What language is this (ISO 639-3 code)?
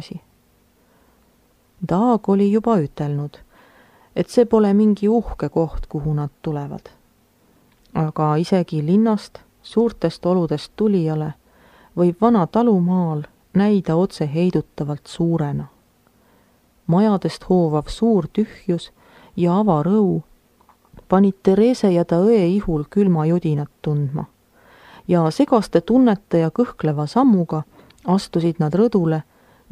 est